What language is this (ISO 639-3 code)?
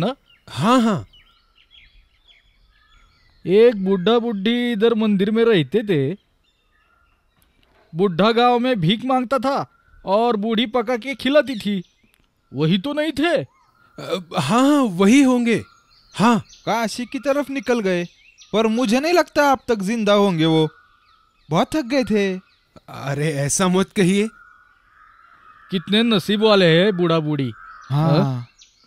hin